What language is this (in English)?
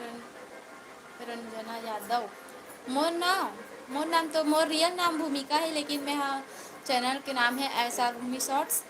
Chhattisgarhi